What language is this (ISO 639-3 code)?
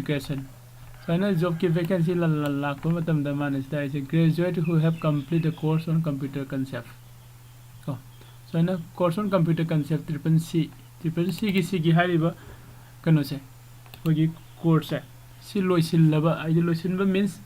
mni